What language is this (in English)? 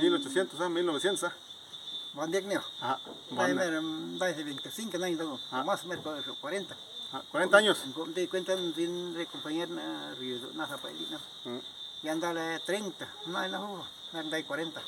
Zapotec